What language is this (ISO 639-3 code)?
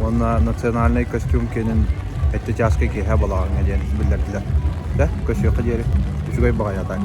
sah